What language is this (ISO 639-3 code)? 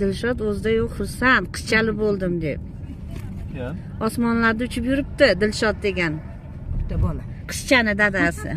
uzb